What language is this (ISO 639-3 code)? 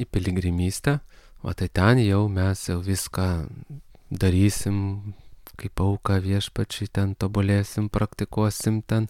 lit